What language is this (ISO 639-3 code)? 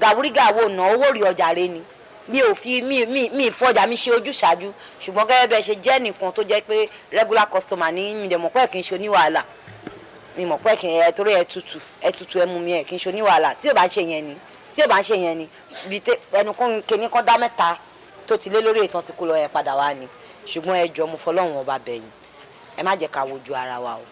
yor